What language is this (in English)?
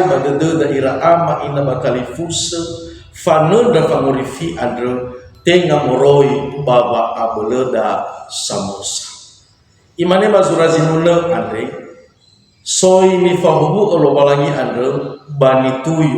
Nias